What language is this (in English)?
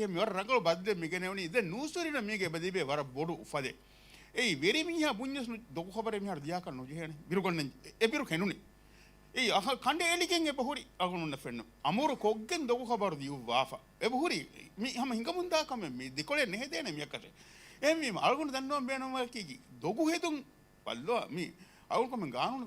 Divehi